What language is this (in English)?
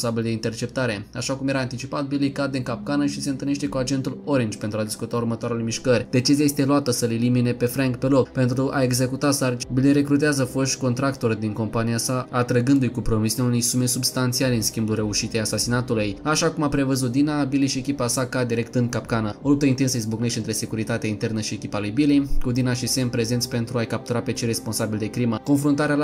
Romanian